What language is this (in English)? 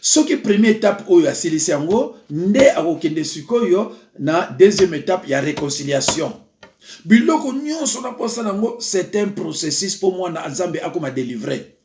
Lingala